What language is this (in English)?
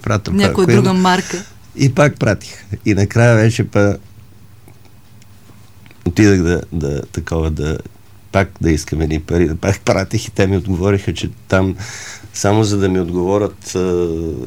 Bulgarian